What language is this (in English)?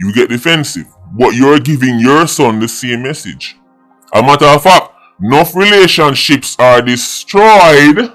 Jamaican Creole English